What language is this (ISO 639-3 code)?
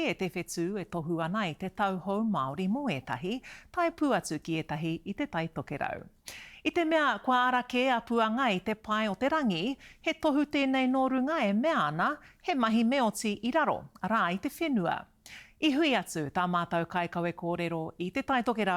mri